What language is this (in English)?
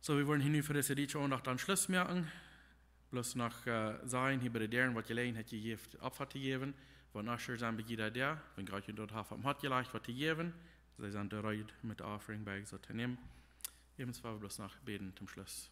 Plautdietsch